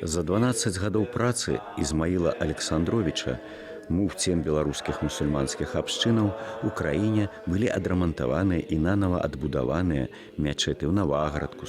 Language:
Belarusian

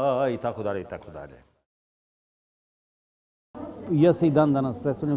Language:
Serbian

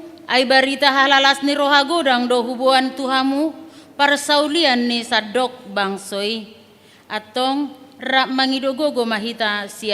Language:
Batak Toba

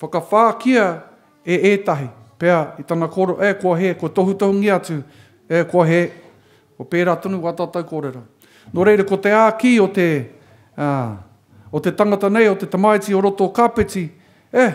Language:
Māori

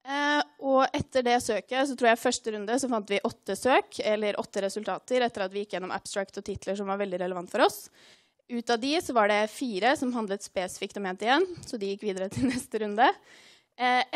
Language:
Norwegian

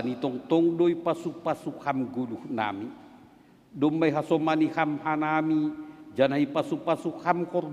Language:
Batak Simalungun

